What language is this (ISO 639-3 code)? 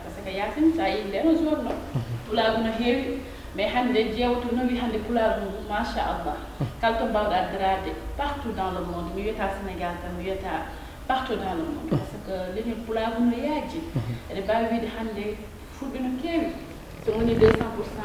ful